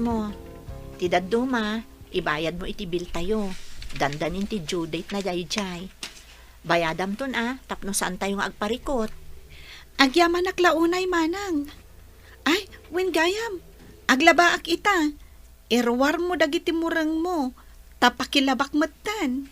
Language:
Iloko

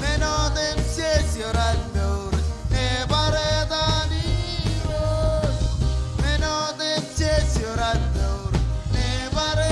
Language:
Marshallese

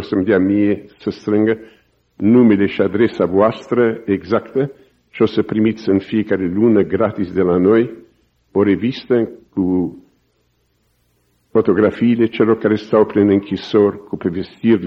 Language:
Romanian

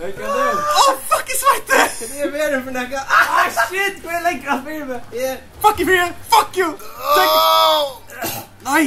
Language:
Faroese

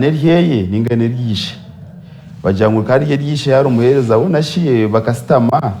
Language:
Nyankole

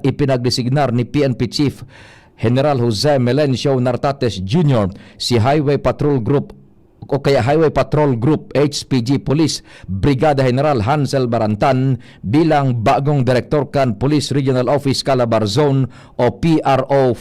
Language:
Bikol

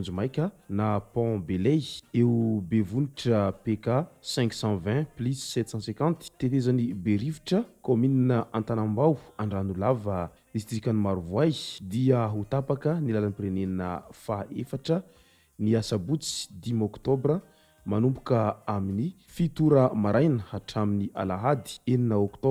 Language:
Malagasy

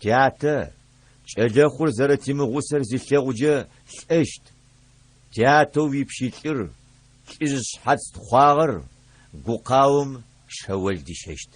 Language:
Adyghe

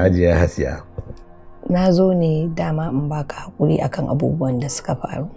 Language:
Hausa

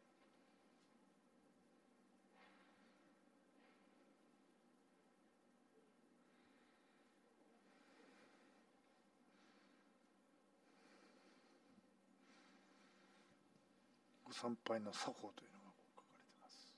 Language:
Japanese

